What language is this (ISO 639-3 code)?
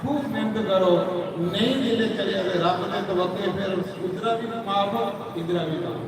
doi